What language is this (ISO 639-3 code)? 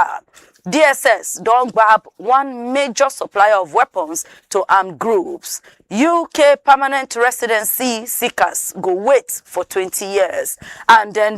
pcm